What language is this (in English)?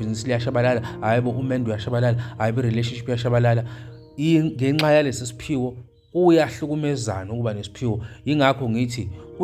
Zulu